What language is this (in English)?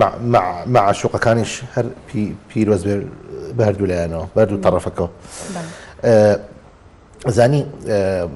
Central Kurdish